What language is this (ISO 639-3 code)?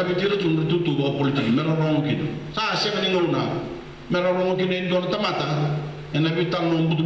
fij